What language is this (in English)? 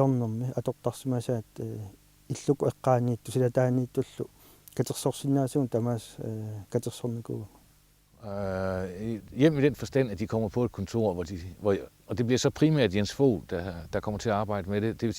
Kalaallisut